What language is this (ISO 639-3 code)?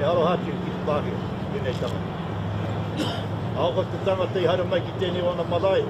mri